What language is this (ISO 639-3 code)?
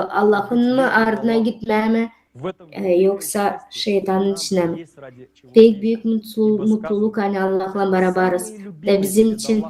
gag